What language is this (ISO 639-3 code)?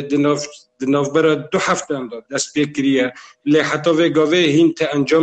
kur